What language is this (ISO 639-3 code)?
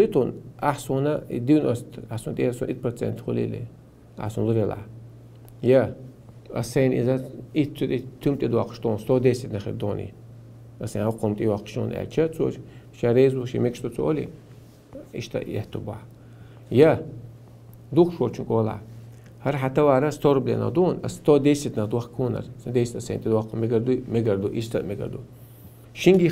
che